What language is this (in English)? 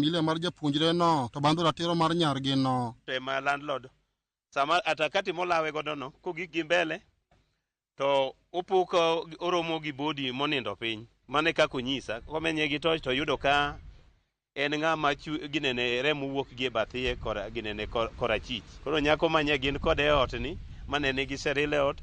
Luo (Kenya and Tanzania)